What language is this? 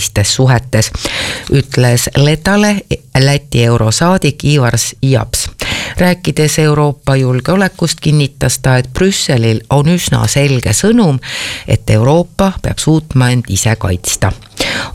Estonian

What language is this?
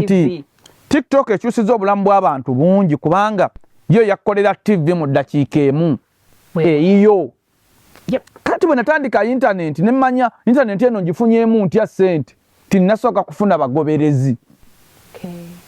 Ganda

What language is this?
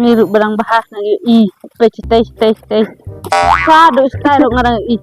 Khasi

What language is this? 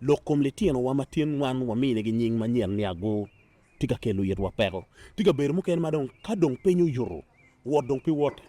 Acoli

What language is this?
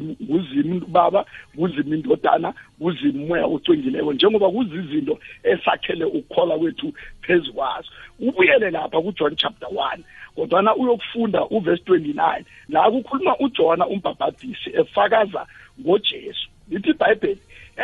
South Ndebele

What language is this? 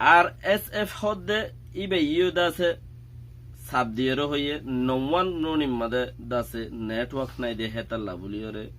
Rohingya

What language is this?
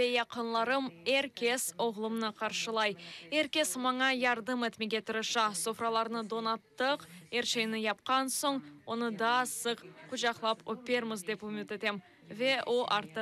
Crimean Tatar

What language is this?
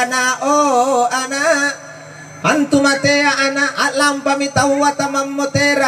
Makasar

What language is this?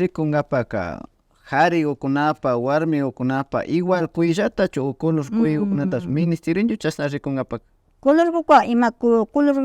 Imbabura Highland Quichua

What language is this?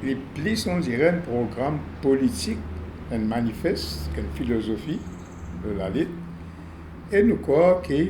Morisyen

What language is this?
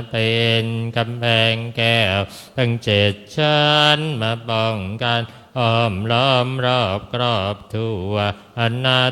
Pali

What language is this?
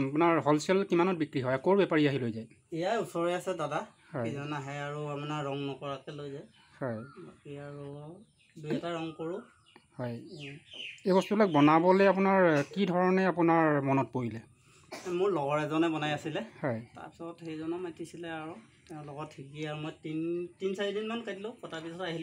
Assamese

